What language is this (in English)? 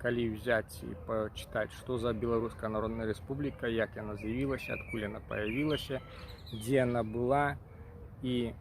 Belarusian